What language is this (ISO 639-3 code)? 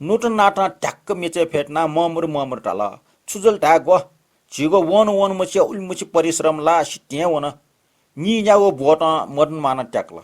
new